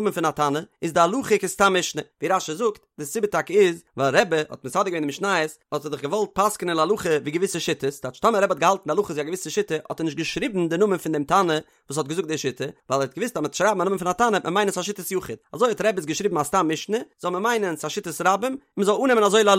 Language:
Yiddish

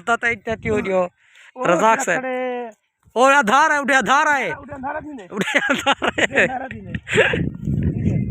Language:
Saraiki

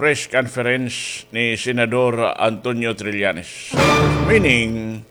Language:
Waray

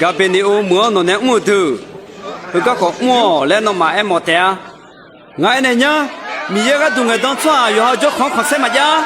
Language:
Akha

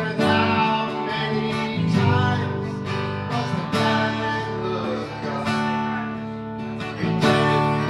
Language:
English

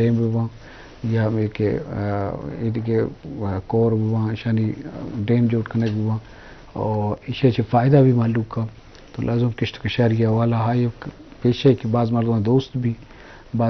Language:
Eastern Balochi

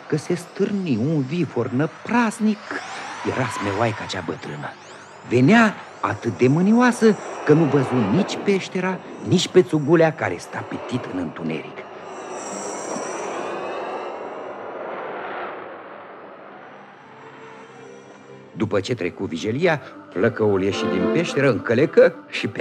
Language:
Romanian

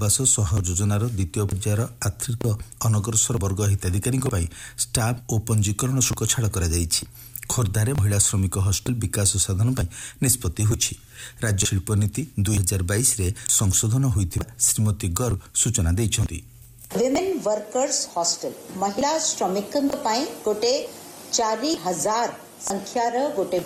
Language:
Odia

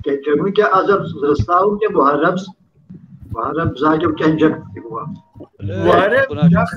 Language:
Kabardian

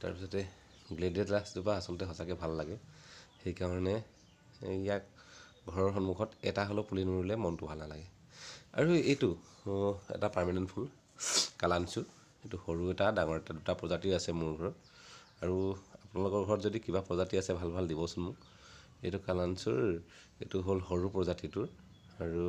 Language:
Assamese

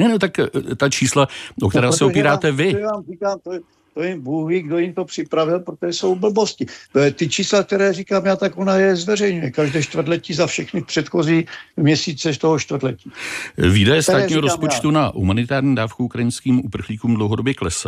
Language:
Czech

